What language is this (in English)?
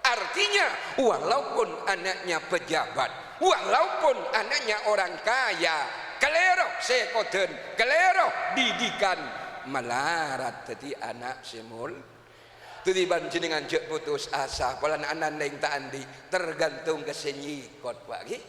Madurese